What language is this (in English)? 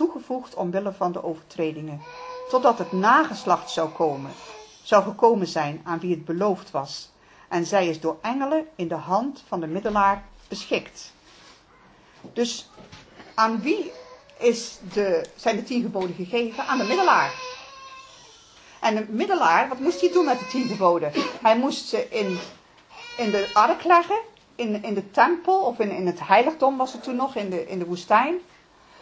Dutch